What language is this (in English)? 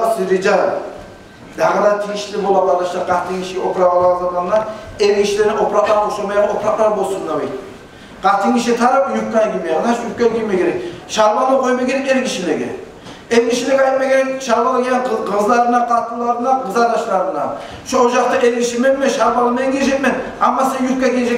Kumyk